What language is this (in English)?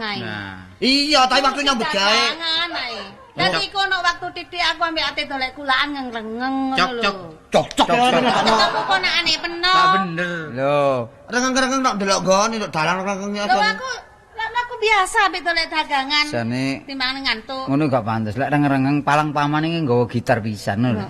Javanese